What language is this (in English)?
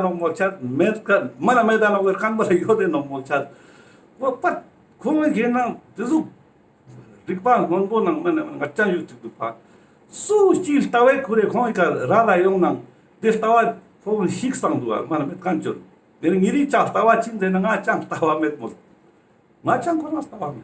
Ladakhi